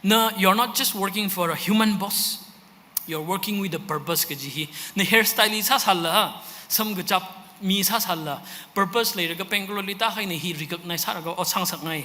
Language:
Tangkhul Naga (India)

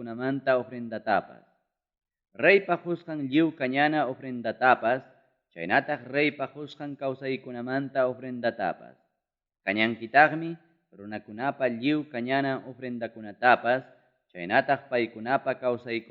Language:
Ayacucho Quechua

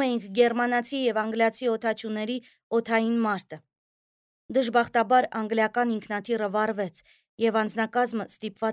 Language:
Armenian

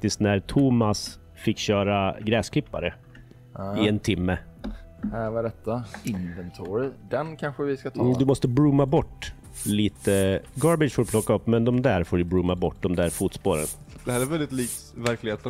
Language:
Swedish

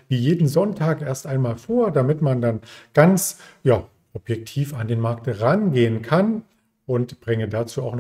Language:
German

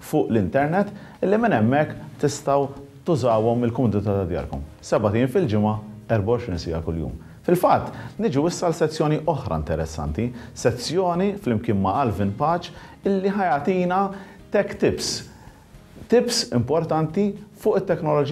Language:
Maltese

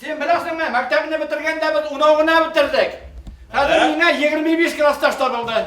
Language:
Bashkir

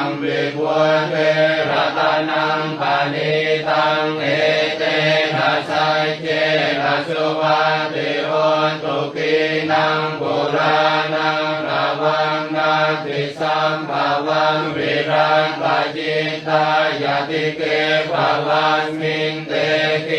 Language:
Pali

